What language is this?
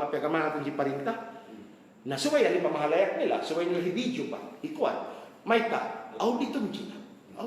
Tausug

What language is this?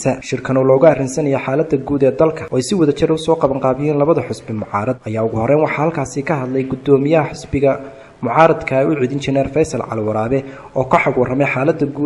Somali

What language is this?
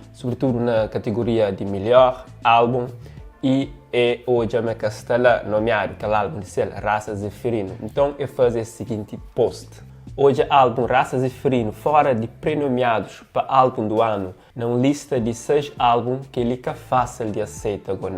Kabuverdianu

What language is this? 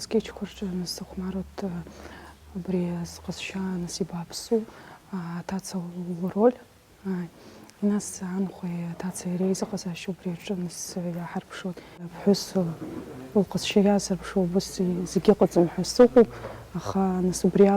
Abkhazian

